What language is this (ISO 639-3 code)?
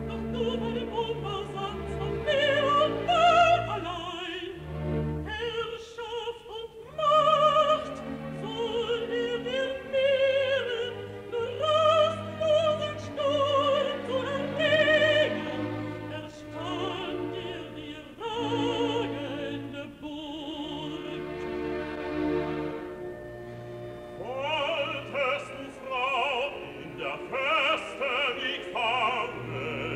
deu